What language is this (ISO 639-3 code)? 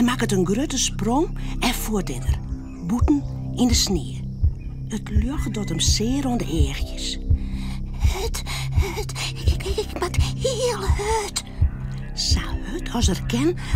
fry